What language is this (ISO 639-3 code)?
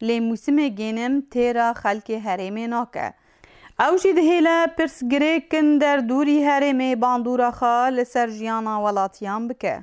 kur